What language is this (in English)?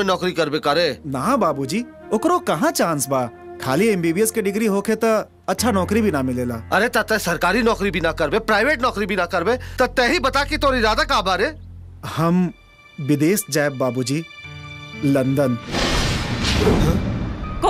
Bhojpuri